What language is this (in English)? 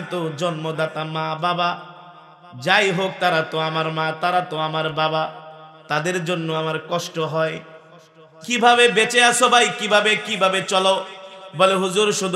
Bangla